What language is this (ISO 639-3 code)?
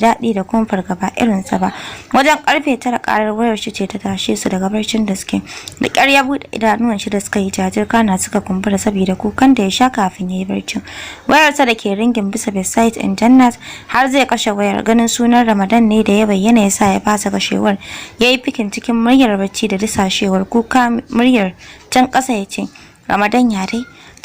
hau